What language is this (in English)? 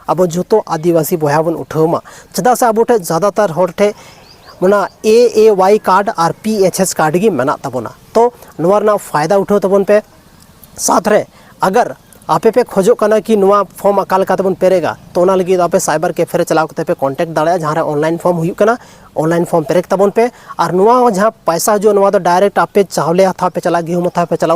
Santali